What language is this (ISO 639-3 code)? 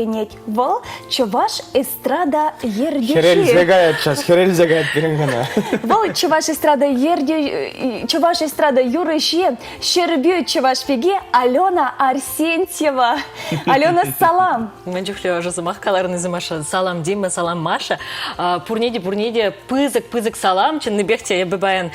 chv